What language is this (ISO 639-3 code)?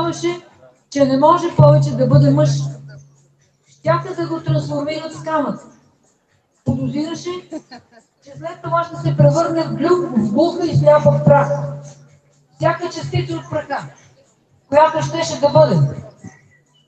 bul